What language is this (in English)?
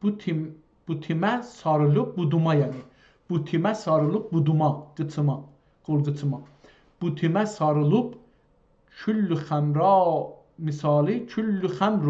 South Azerbaijani